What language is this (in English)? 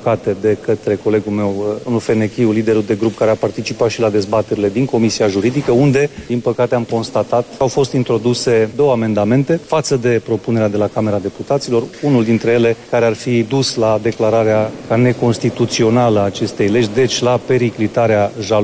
Romanian